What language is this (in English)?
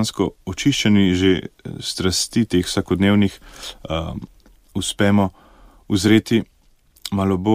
Slovenian